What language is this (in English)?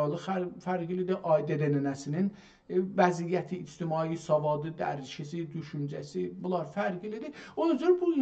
South Azerbaijani